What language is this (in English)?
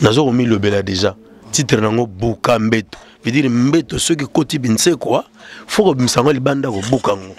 Lingala